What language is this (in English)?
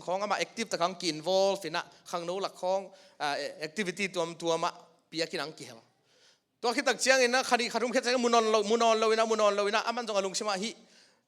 Tedim Chin